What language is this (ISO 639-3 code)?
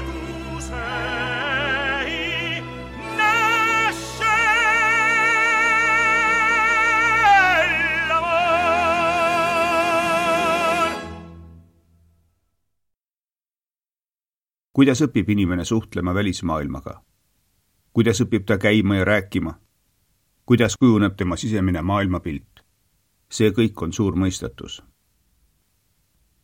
est